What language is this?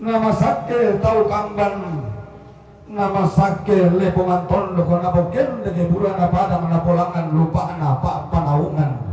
Toraja-Sa'dan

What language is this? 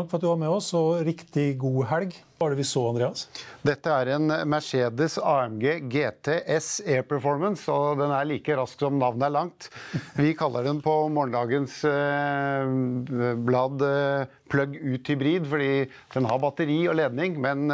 Norwegian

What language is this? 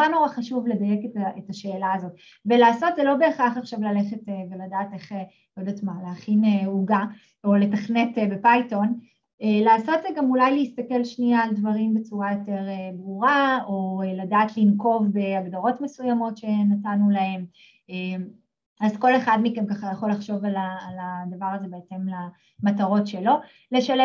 Hebrew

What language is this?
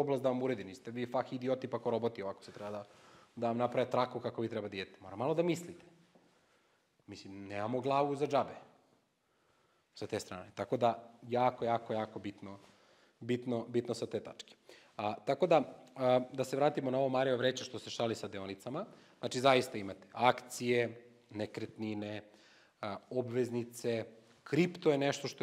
Serbian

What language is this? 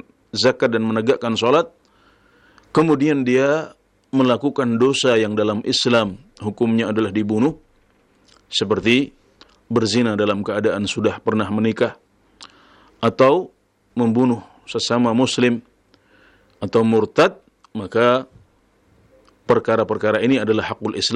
Indonesian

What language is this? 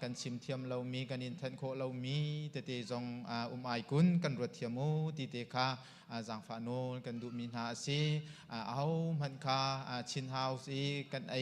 Hakha Chin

